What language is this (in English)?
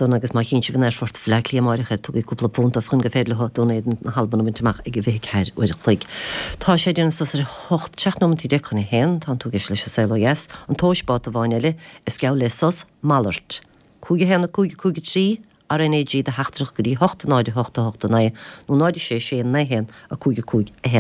Irish